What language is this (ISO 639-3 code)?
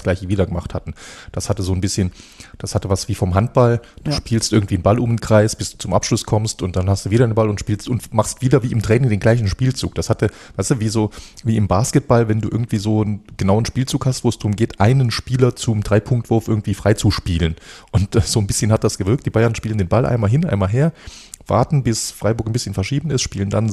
deu